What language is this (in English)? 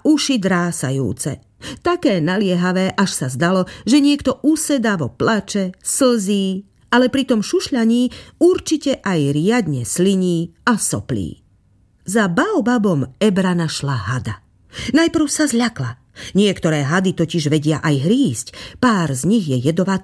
Slovak